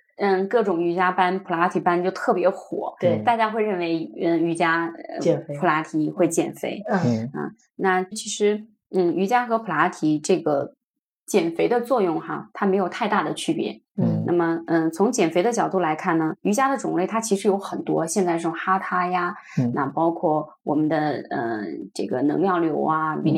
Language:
Chinese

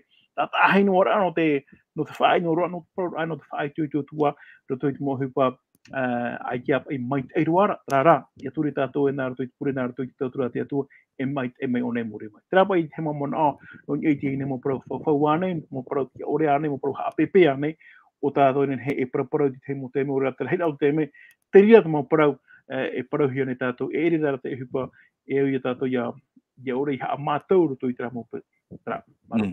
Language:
Tahitian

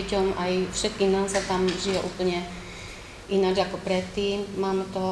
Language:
Slovak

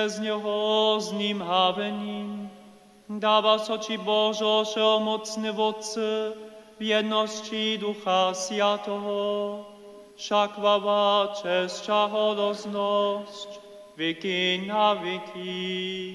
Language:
Upper Sorbian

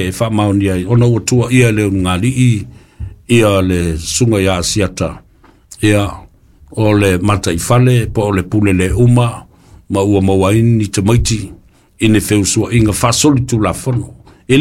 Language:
Samoan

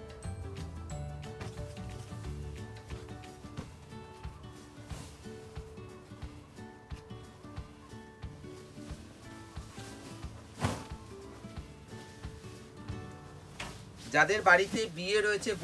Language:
Bangla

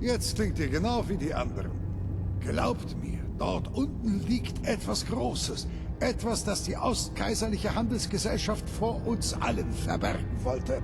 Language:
Bavarian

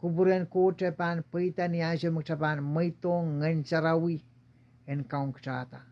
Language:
Pohnpeian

